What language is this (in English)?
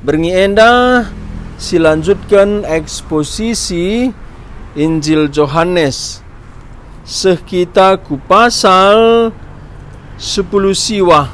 Batak Karo